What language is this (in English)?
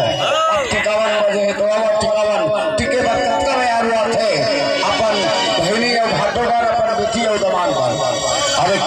Chhattisgarhi